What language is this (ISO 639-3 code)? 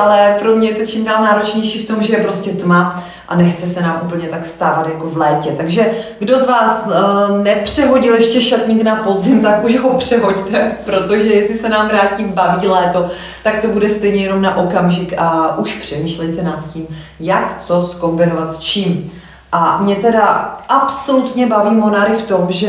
ces